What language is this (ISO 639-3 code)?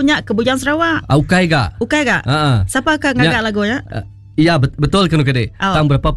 iba